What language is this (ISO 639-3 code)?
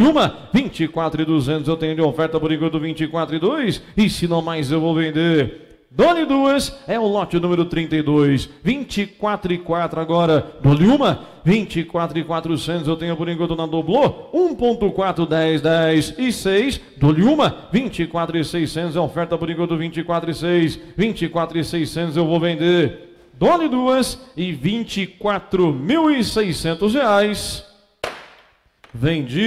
por